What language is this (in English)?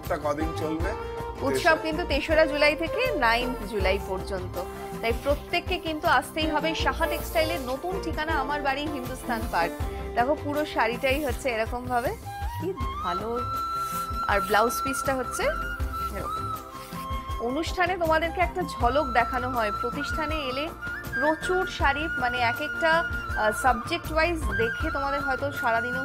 Bangla